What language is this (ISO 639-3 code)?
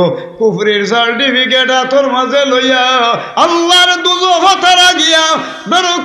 syl